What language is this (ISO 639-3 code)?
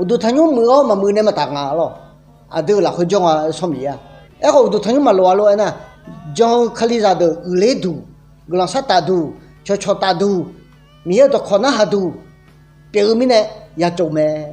ahk